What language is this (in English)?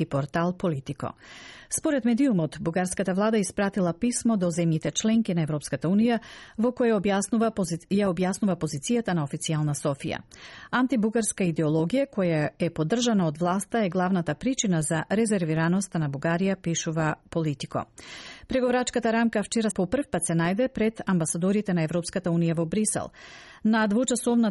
Macedonian